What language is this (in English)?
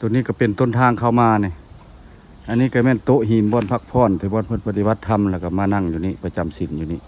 Lao